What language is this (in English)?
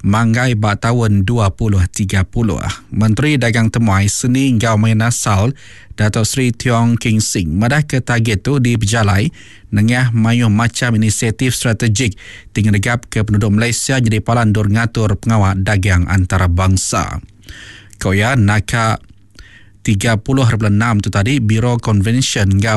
Iban